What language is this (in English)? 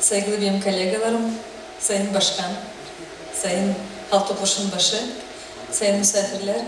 Gagauz